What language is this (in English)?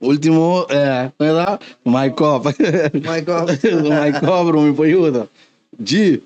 Papiamento